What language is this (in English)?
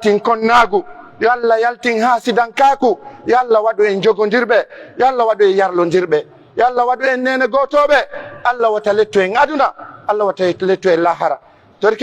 Pular